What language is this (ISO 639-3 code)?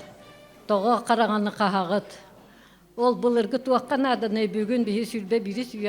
sah